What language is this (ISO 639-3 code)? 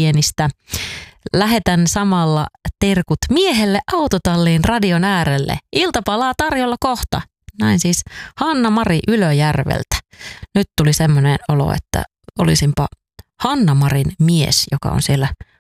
fin